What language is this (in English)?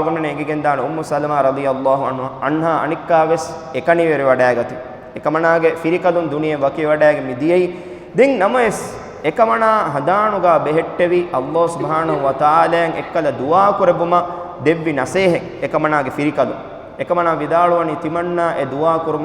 Divehi